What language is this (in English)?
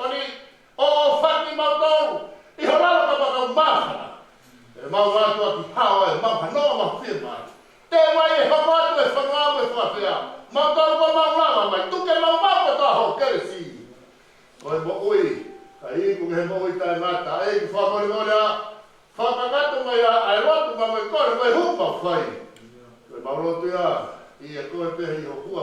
Tongan